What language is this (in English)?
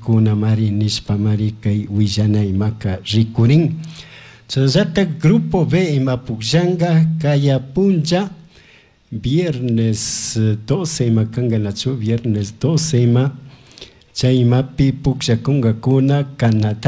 Chimborazo Highland Quichua